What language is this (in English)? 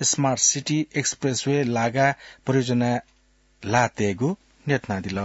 Newari